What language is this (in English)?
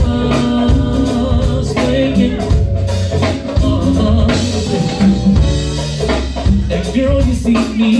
English